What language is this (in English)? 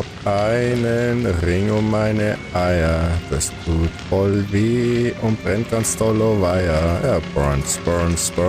Bavarian